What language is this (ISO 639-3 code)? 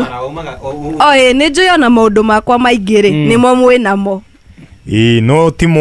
kik